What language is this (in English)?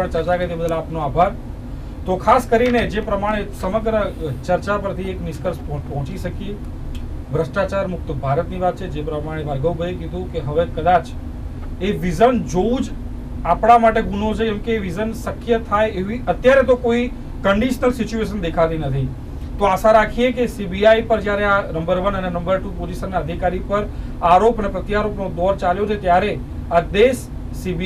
Gujarati